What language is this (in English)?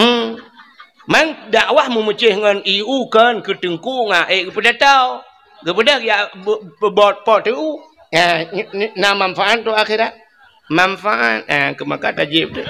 Achinese